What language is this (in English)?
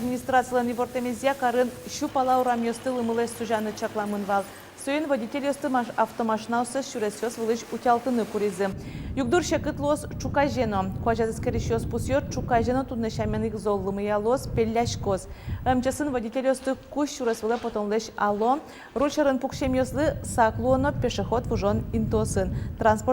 Udmurt